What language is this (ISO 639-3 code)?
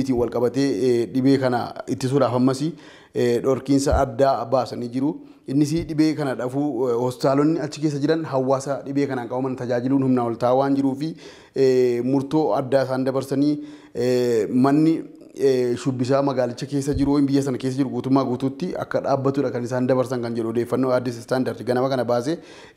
orm